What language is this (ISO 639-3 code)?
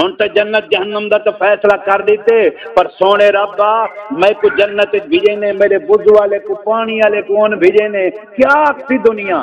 skr